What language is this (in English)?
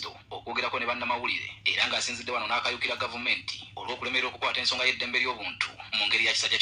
Ganda